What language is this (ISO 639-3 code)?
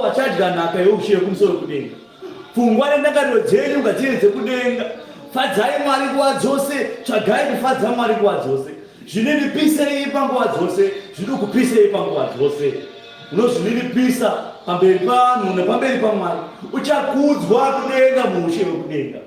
sna